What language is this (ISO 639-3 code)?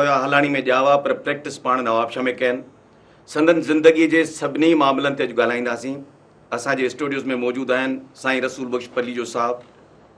snd